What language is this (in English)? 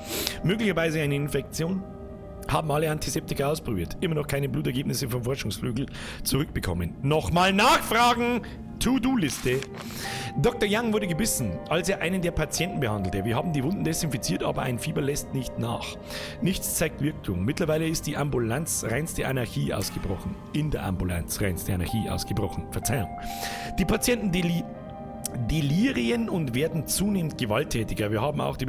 Bavarian